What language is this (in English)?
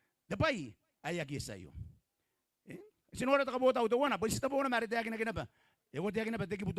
Gilbertese